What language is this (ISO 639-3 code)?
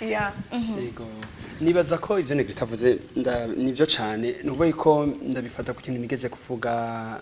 run